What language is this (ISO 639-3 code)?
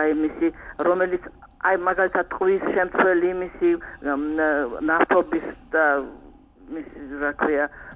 kat